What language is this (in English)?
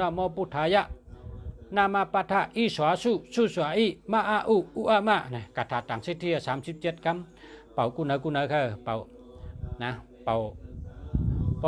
Shan